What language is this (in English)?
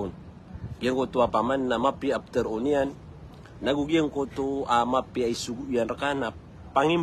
Maranao